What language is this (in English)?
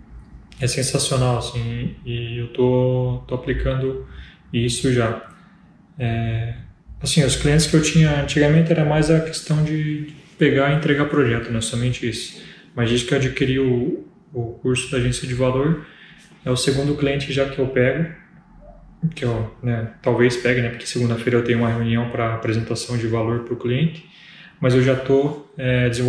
Portuguese